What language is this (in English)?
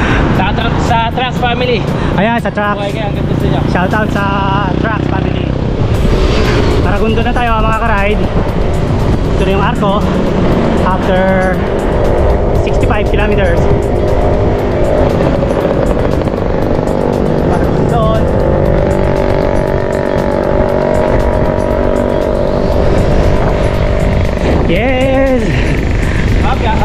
Filipino